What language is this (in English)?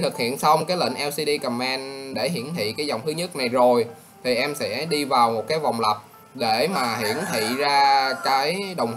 Vietnamese